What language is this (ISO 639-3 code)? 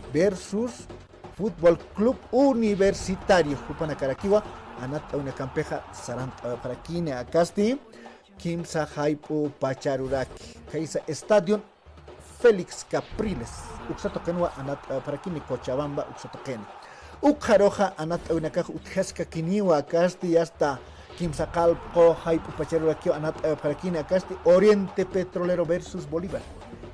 aym